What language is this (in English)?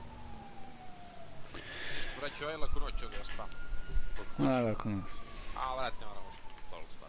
Croatian